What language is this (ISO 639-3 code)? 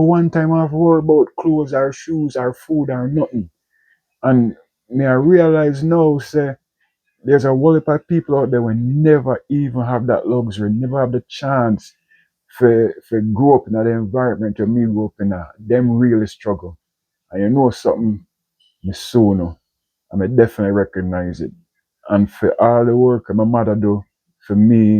jam